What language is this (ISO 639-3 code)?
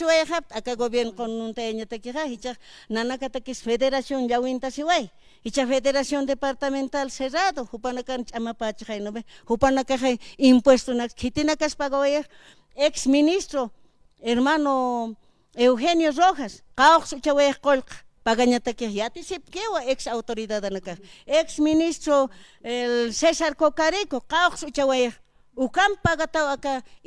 aym